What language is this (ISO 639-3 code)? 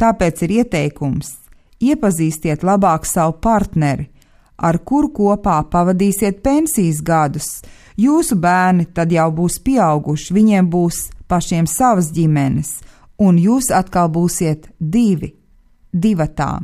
lav